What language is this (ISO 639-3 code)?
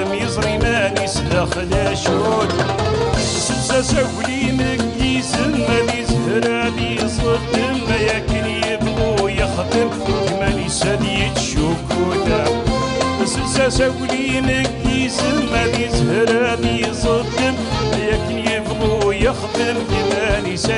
kab